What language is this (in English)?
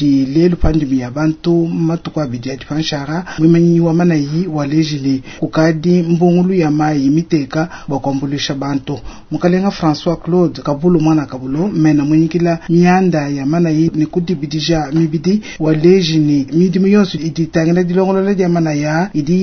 Luba-Lulua